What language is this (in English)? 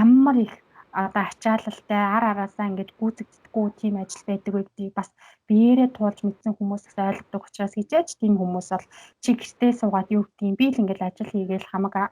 Mongolian